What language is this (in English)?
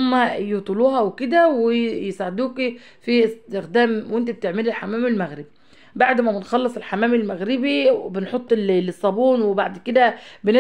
Egyptian Arabic